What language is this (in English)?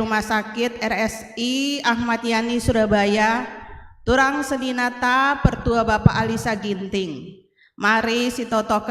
Batak Karo